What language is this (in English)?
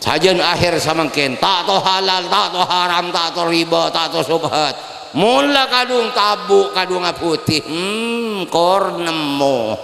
Madurese